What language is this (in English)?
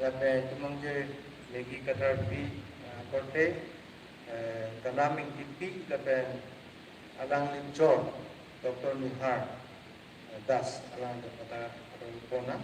Karbi